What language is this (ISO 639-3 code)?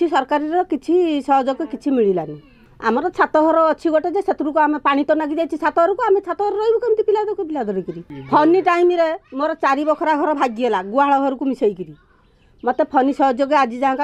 ori